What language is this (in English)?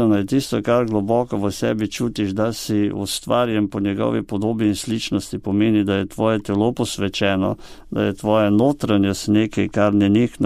Slovenian